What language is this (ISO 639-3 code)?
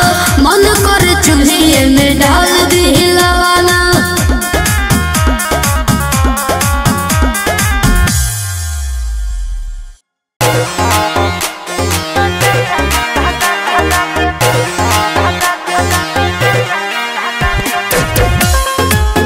bho